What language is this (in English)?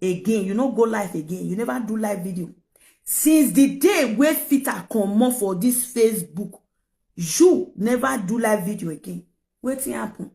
Nigerian Pidgin